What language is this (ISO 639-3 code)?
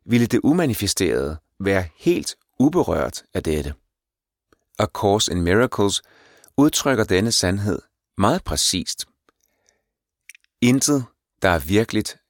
dan